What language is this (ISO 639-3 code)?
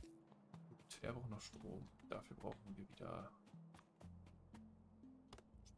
deu